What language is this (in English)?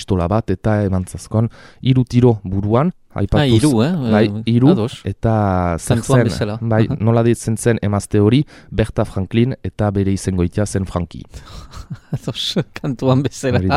Basque